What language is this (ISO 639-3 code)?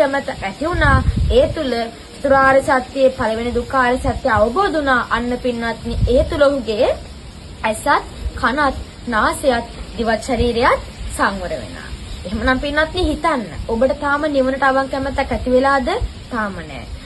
sin